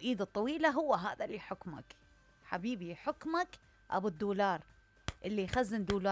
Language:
Mesopotamian Arabic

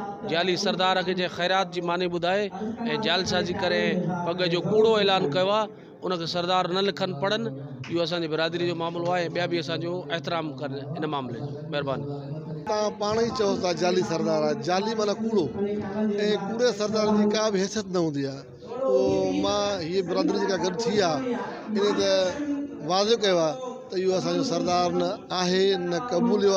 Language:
Sindhi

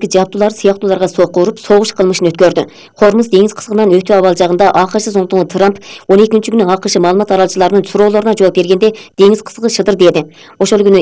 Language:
Kyrgyz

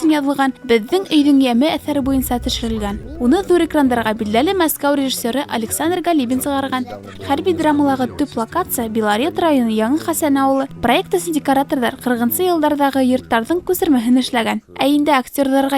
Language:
Bashkir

